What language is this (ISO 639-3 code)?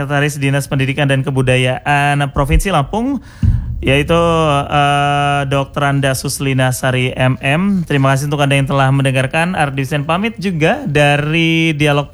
ind